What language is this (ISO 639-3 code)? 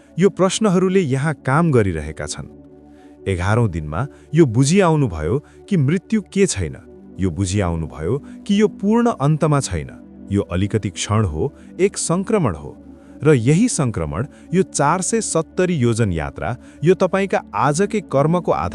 nep